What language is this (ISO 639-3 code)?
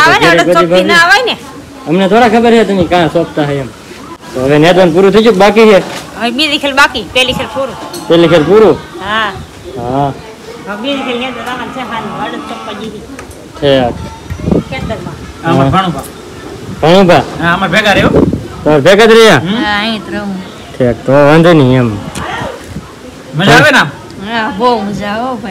guj